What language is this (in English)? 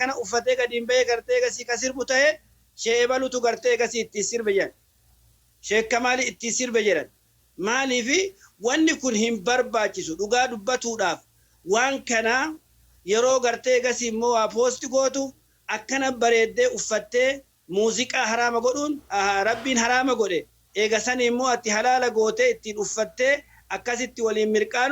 Oromo